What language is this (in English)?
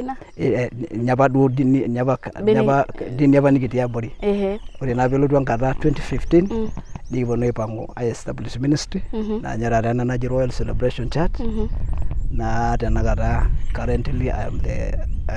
Masai